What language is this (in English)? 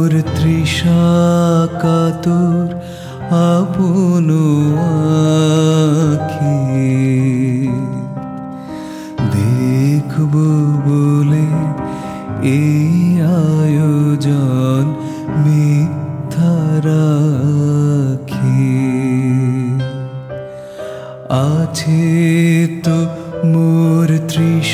Bangla